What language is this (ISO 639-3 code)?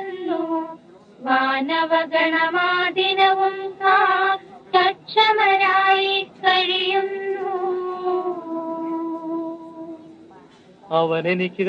mal